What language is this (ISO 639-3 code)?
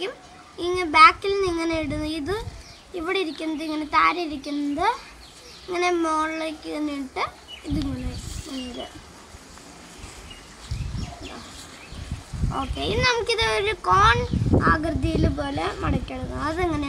mal